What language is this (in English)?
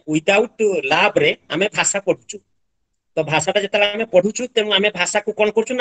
Odia